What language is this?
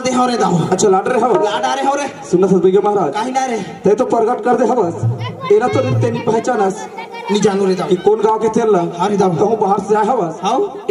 Chhattisgarhi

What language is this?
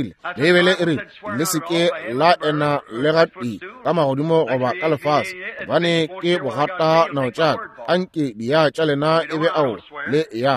Northern Sotho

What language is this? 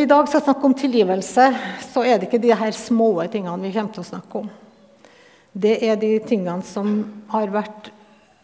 Norwegian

